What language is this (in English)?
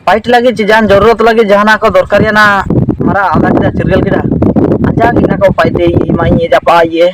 Ho